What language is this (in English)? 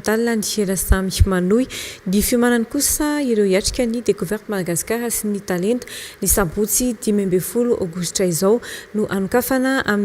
Malagasy